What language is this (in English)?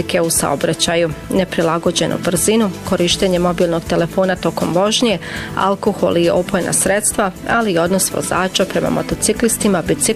Bosnian